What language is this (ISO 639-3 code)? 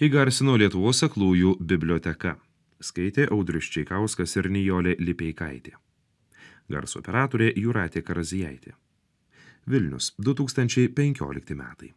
lit